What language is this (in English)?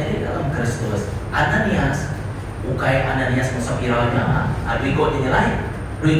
Iban